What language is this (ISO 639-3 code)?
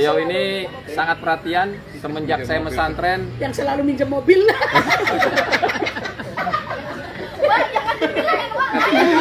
ind